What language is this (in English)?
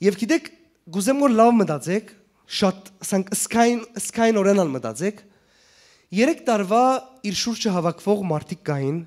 Western Armenian